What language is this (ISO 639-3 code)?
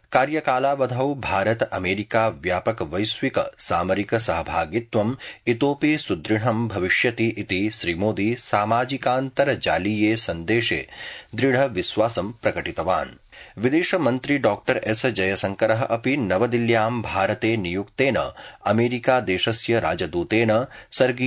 san